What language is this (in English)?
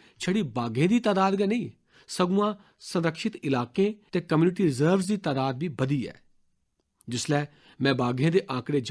Dogri